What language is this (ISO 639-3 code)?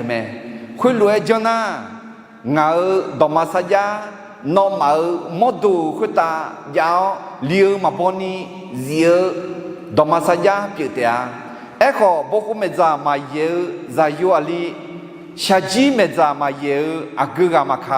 ahk